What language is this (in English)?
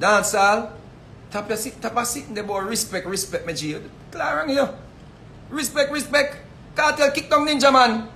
Jamaican Creole English